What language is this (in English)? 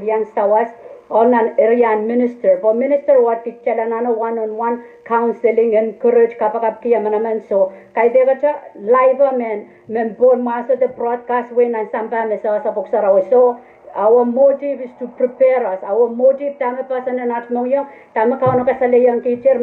Pohnpeian